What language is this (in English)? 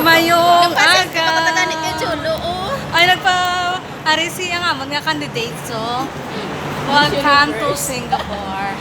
Hiligaynon